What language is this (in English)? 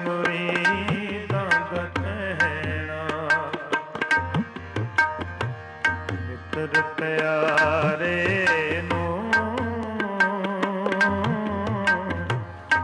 Punjabi